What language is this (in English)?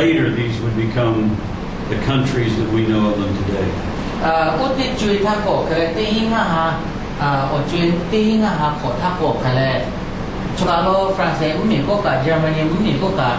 Lahu